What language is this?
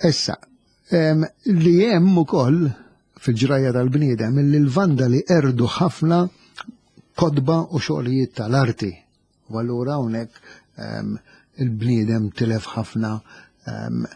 Maltese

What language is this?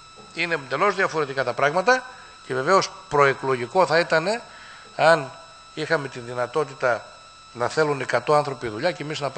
Greek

